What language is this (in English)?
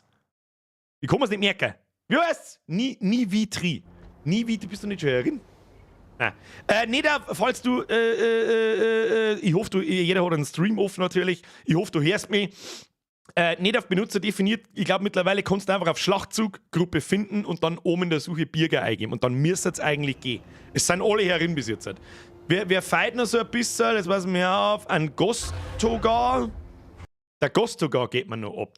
Bavarian